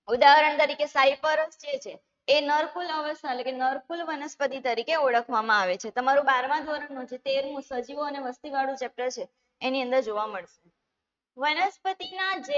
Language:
Gujarati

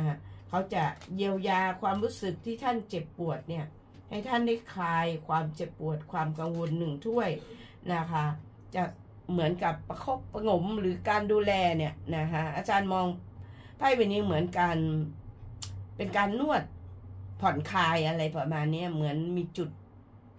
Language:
Thai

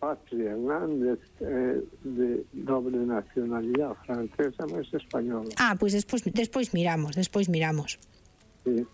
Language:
Galician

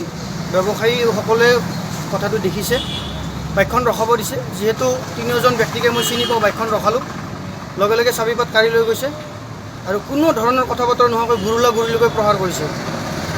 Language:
Assamese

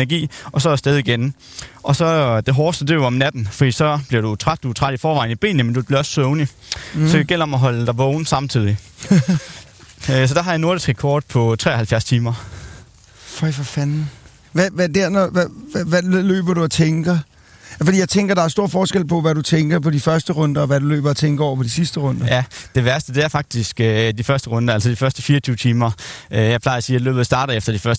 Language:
Danish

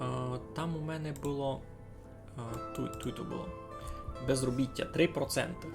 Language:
Rusyn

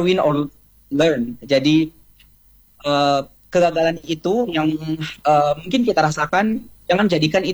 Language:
Indonesian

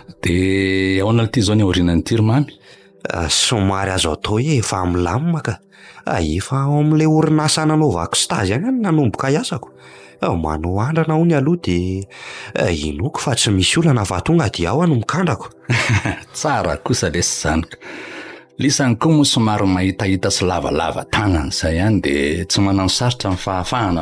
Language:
Malagasy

